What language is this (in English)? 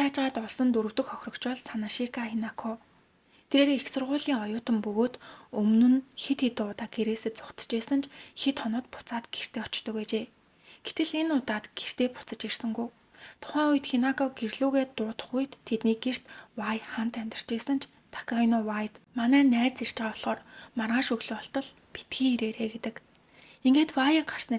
Mongolian